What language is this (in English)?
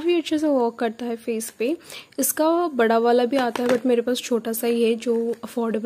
Hindi